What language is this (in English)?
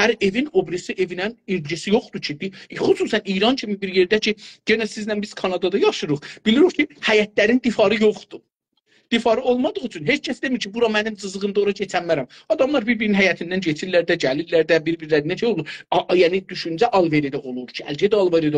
South Azerbaijani